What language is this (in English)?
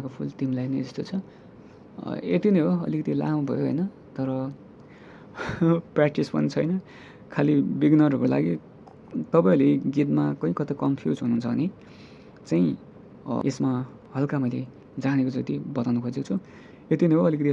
Nepali